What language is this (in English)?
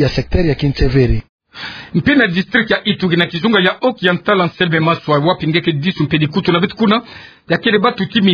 Kituba (Democratic Republic of Congo)